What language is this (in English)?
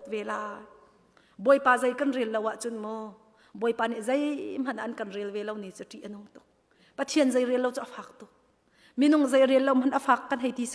Hakha Chin